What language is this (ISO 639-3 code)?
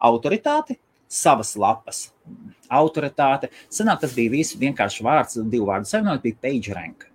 lav